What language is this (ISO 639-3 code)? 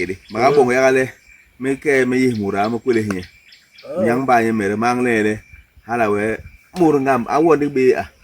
bas